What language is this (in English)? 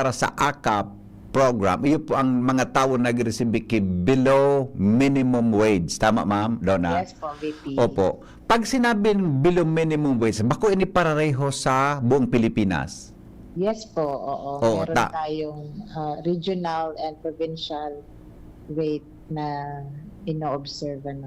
Bikol